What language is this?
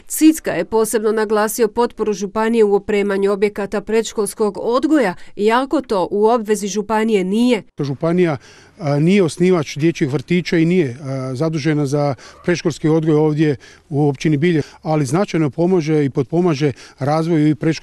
Croatian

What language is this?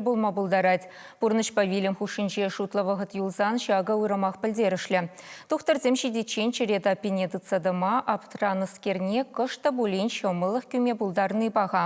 Chuvash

